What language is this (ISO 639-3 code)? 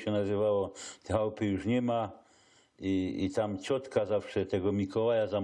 szl